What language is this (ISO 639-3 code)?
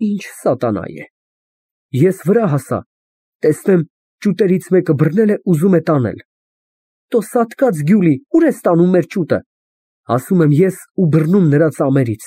hye